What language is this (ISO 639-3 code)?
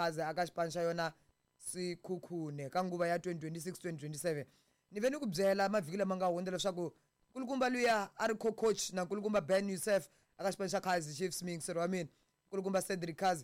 tso